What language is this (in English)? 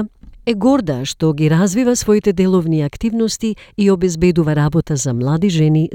Macedonian